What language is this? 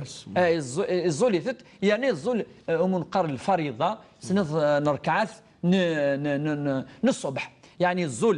Kabyle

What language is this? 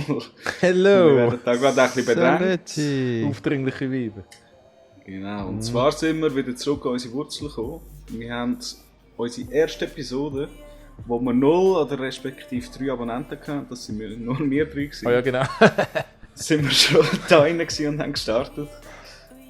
Swiss German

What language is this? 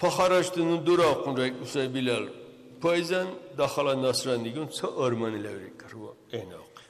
Dargwa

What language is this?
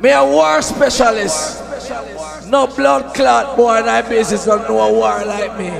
Jamaican Creole English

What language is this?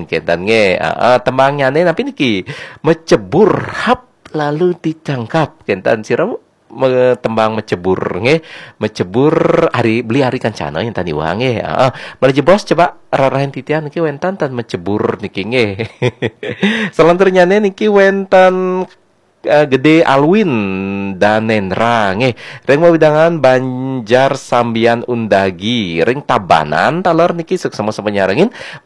Balinese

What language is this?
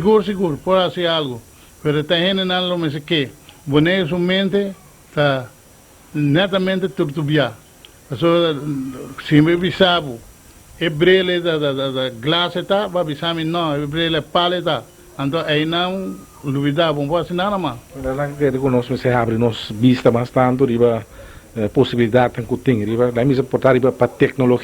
Papiamento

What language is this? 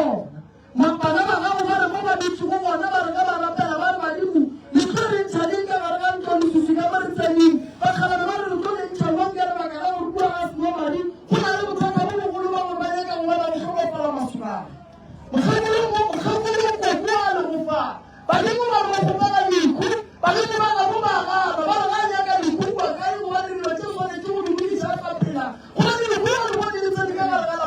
Northern Sotho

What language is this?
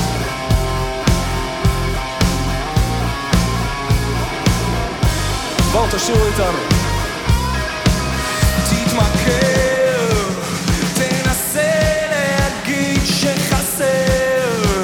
Hebrew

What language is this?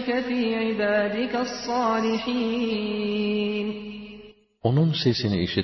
Turkish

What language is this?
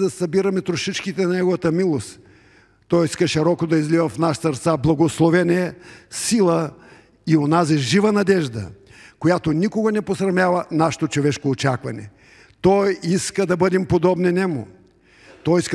Bulgarian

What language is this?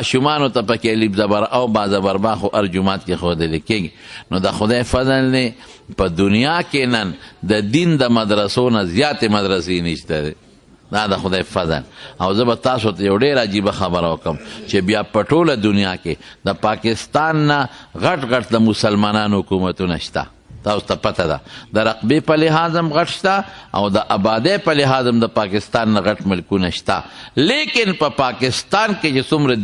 Pashto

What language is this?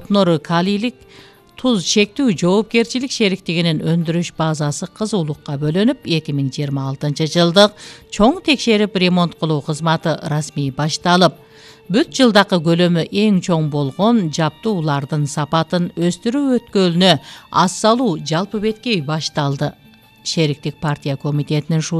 Kyrgyz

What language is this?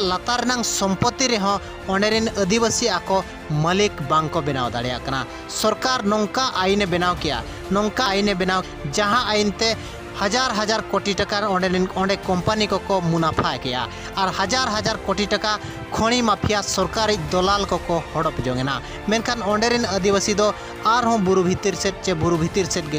Santali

